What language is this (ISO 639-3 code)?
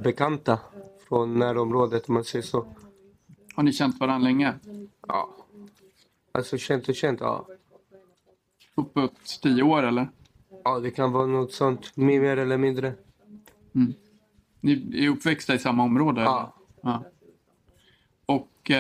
swe